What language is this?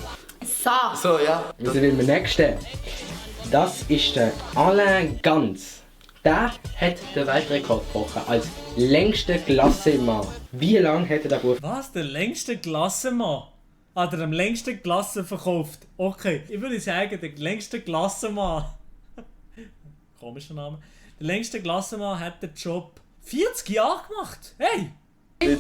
Swiss German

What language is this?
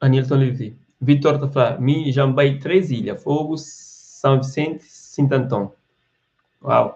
Kabuverdianu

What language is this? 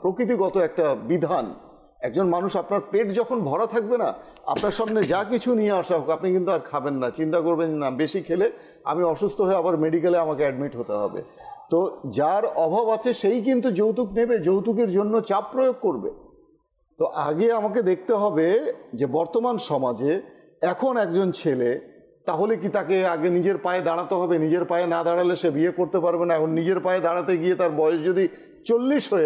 Bangla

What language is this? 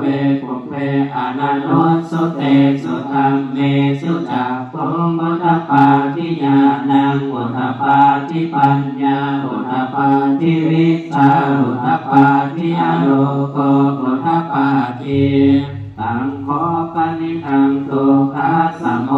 Pali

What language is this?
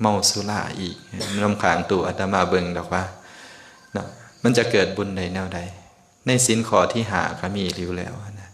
Lao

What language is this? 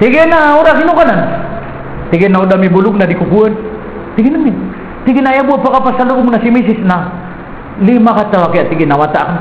Maranao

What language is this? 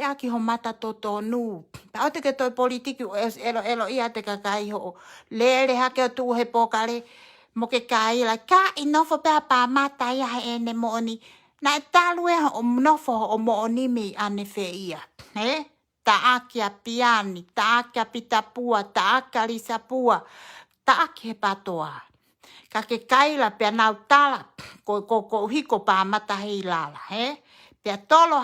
Tongan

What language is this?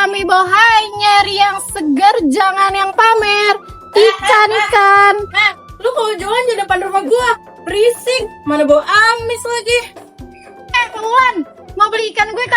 Betawi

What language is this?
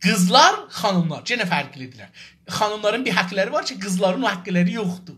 South Azerbaijani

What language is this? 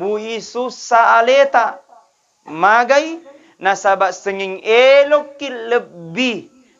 Buginese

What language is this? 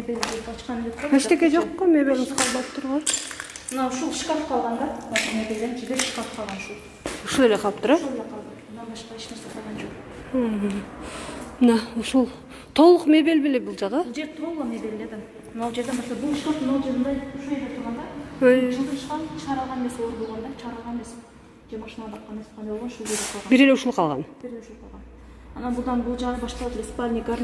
Kyrgyz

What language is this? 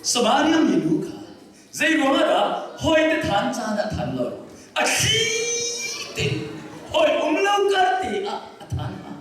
Hakha Chin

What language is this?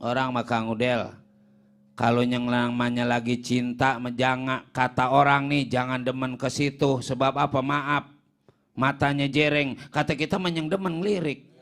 Betawi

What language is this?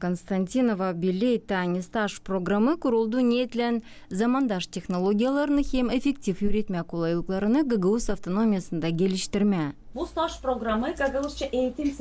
Gagauz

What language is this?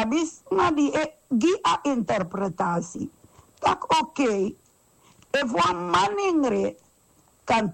Sranan Tongo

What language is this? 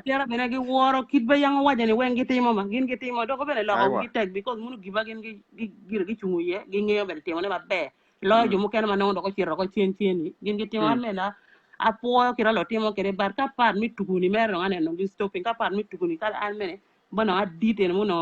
Acoli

